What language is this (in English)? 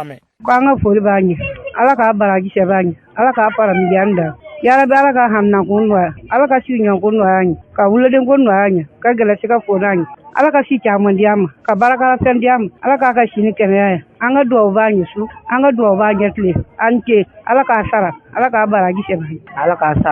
Bambara